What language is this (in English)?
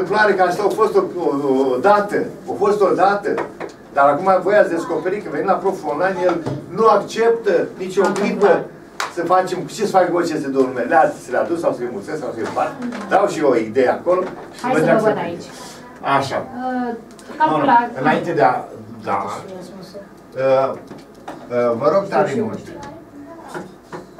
Romanian